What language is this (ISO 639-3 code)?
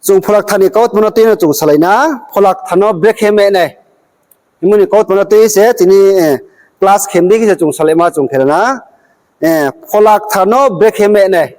ria